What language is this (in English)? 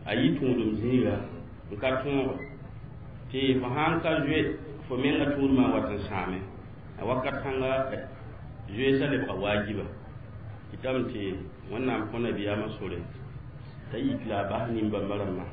Mossi